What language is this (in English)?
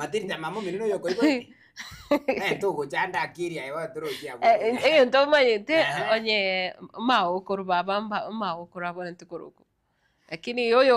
Gusii